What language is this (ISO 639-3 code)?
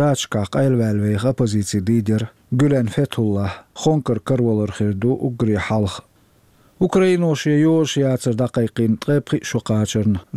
che